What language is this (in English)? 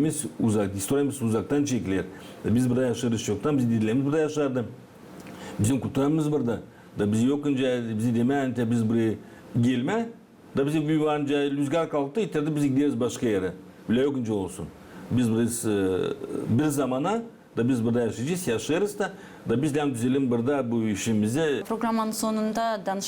Gagauz